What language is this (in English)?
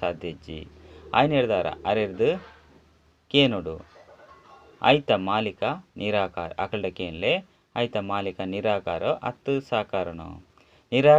Tulu